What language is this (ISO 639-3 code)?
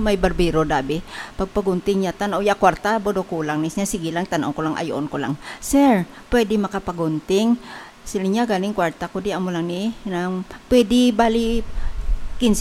hil